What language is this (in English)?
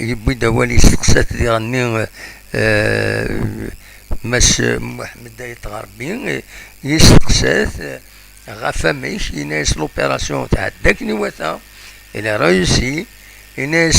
Kabyle